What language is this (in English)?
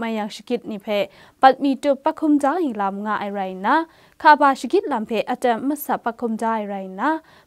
Kachin